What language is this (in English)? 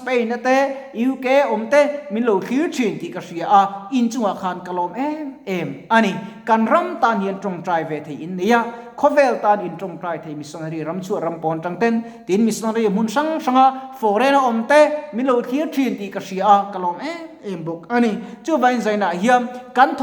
Mizo